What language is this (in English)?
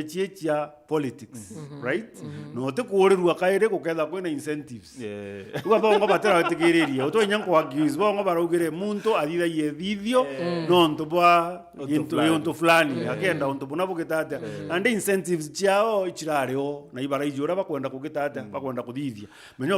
Meru